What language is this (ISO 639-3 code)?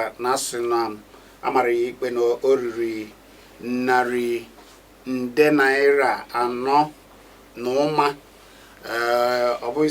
ibo